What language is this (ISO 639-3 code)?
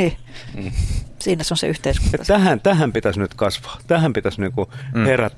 fin